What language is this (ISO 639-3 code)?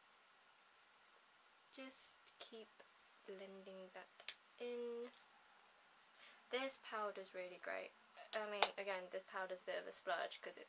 eng